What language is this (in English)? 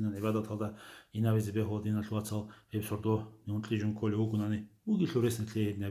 Avaric